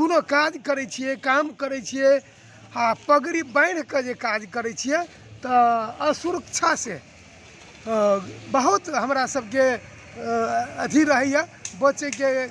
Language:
Magahi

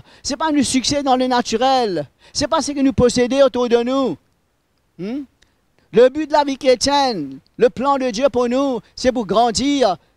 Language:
Morisyen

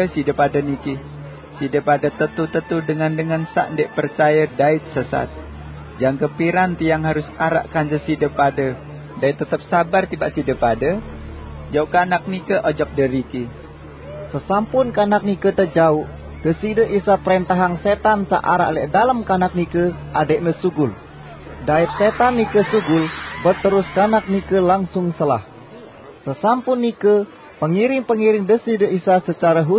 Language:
Sasak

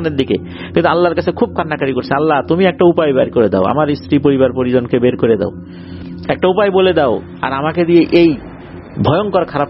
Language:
Bangla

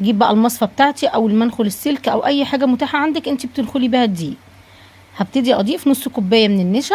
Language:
Egyptian Arabic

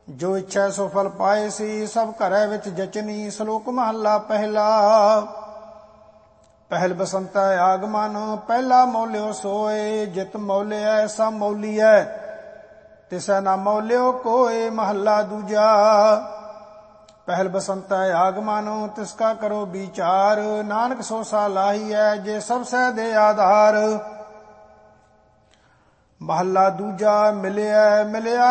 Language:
Punjabi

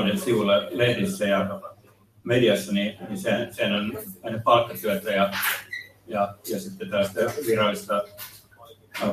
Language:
Finnish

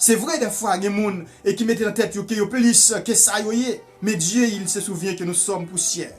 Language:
Haitian Creole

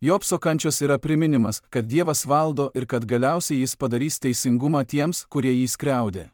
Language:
Lithuanian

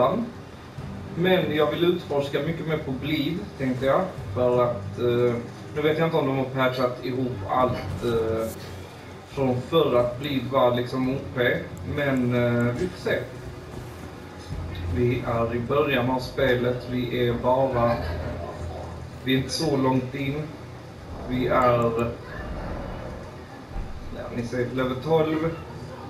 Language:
Swedish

